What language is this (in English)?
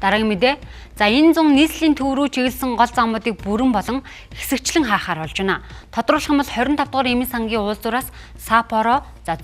Mongolian